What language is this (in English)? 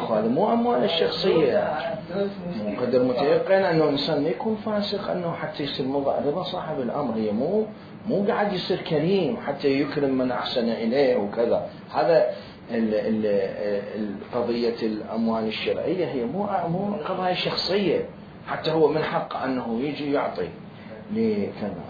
Mesopotamian Arabic